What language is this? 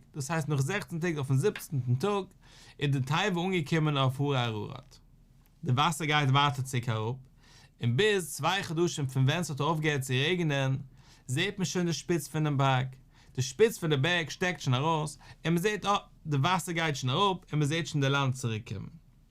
Yiddish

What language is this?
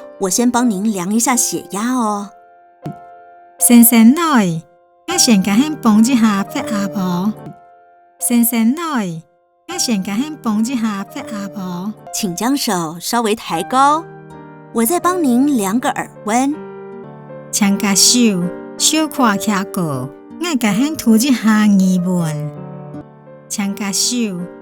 Hakka Chinese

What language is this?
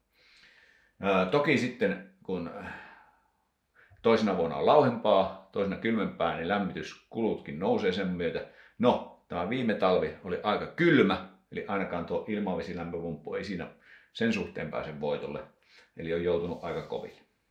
Finnish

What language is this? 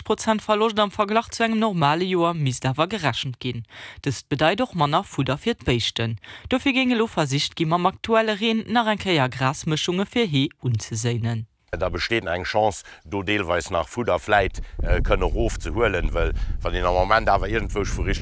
Luxembourgish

